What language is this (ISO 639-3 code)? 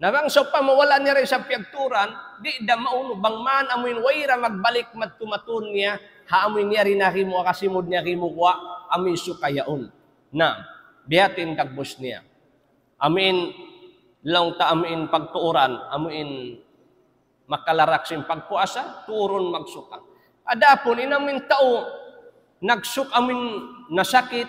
tsg